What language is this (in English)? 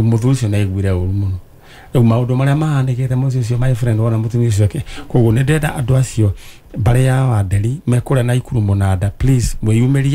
Kikuyu